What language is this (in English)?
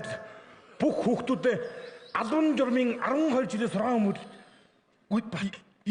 Mongolian